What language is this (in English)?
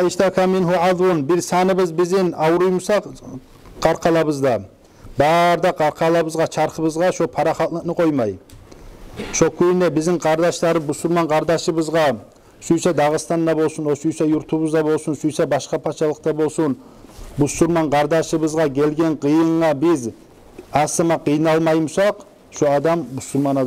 Kumyk